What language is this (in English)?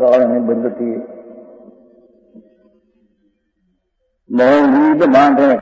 Gujarati